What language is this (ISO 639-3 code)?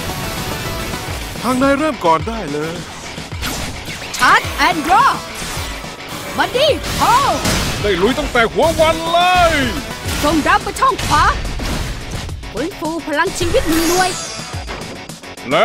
tha